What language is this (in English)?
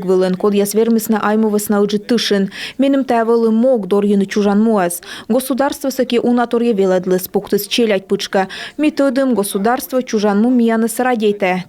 Komi